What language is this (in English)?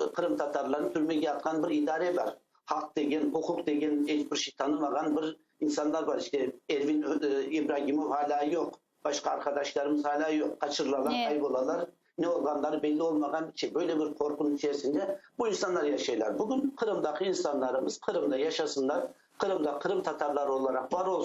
Crimean Tatar